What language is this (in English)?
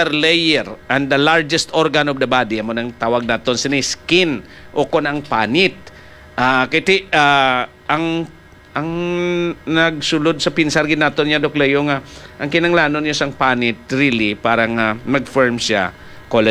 Hiligaynon